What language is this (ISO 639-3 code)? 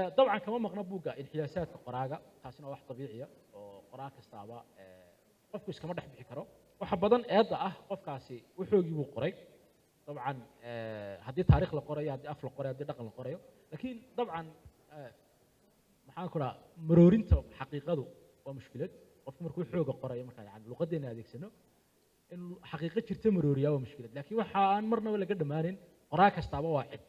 som